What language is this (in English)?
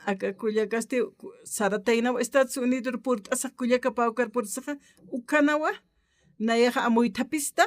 Aymara